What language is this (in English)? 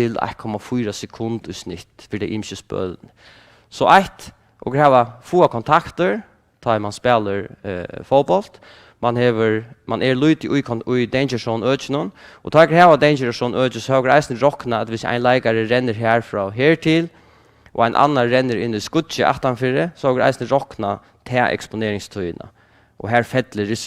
Faroese